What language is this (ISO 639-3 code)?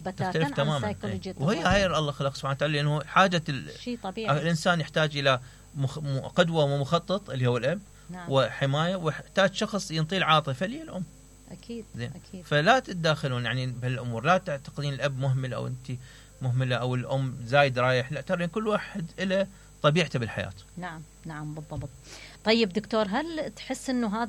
acm